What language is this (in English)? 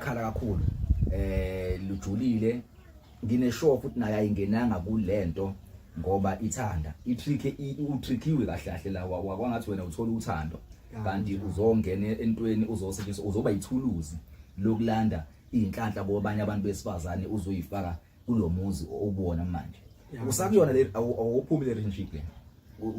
Zulu